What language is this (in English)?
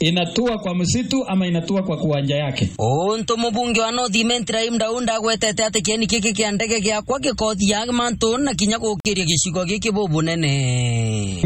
Meru